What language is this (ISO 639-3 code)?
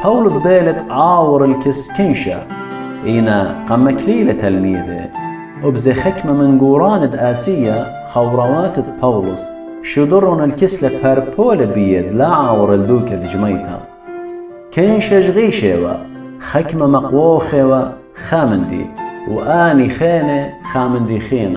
aii